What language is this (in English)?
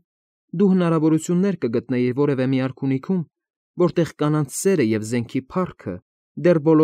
Armenian